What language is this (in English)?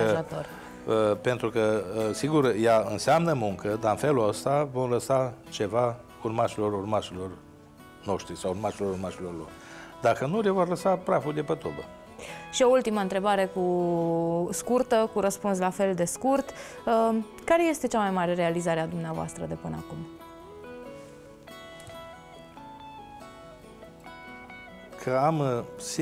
Romanian